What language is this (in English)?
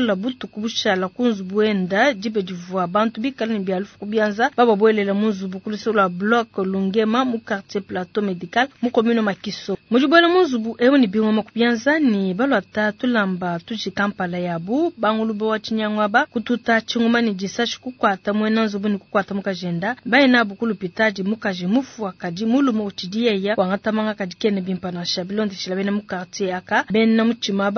Luba-Lulua